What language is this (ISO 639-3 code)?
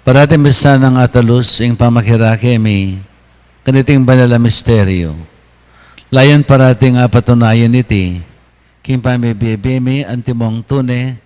pam